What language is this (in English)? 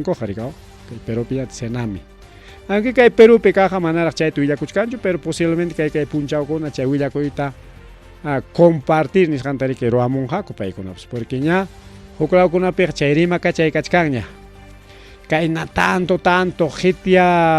Ayacucho Quechua